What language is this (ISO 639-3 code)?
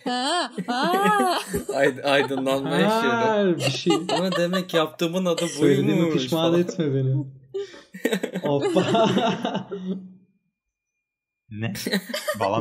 tur